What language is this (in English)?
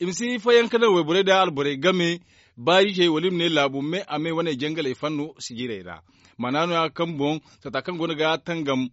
Zarma